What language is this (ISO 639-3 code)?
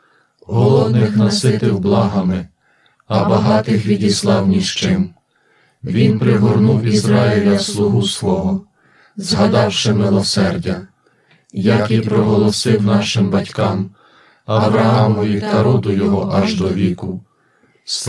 ukr